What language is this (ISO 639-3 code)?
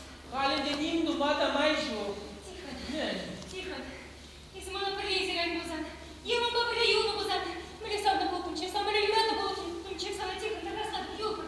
chv